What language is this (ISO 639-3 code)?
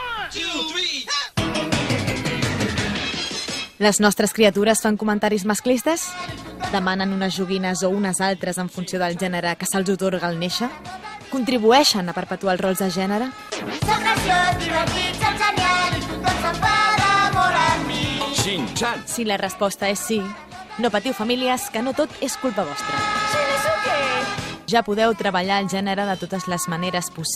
cat